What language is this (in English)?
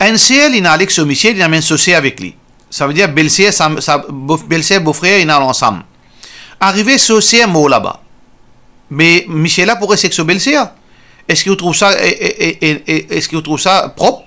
Morisyen